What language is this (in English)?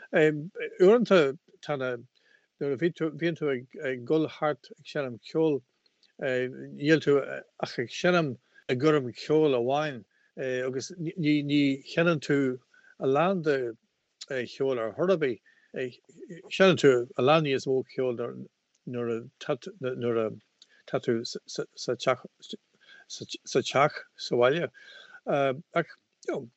Irish